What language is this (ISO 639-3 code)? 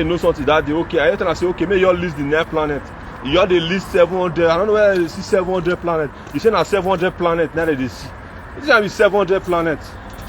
pcm